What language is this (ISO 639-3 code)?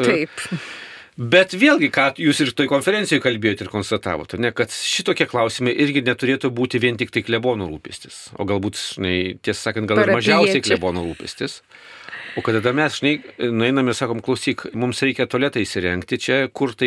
lit